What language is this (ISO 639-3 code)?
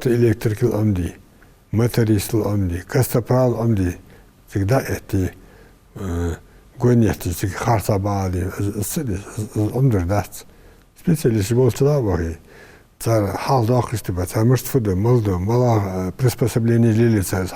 inh